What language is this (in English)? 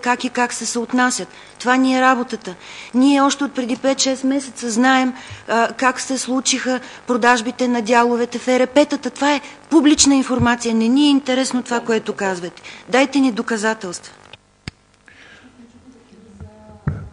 Bulgarian